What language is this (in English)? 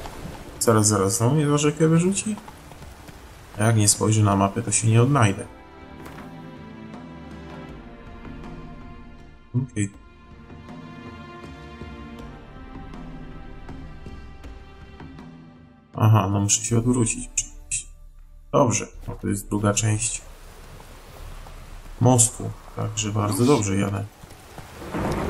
Polish